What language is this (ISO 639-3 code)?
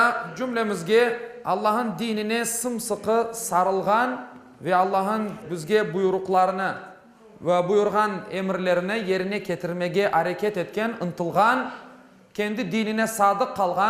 crh